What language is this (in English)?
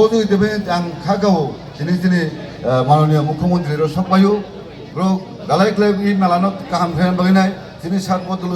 Kok Borok